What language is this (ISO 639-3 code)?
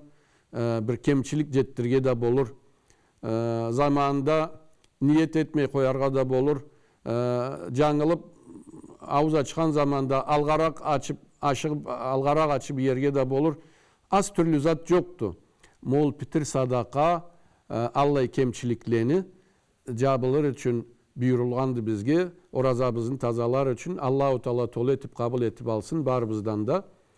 krc